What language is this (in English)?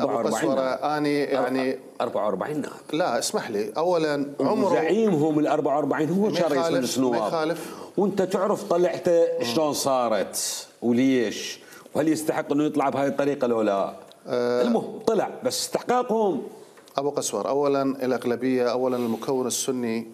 Mesopotamian Arabic